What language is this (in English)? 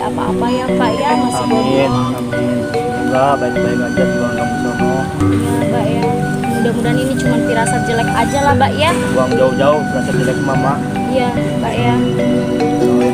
Betawi